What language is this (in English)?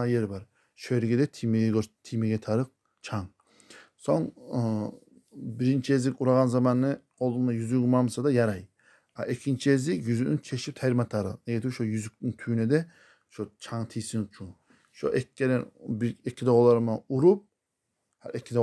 Kumyk